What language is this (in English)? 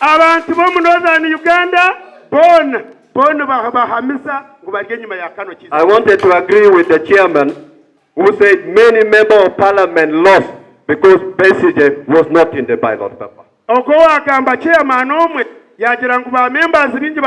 Nyankole